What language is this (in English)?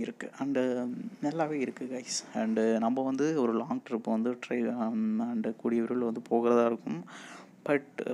Tamil